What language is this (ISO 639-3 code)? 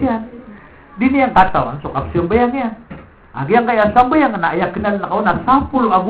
mrw